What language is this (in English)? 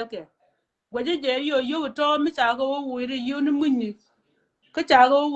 Nuer